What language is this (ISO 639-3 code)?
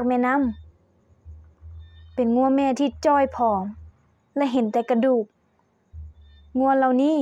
lao